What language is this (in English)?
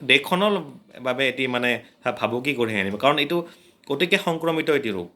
Assamese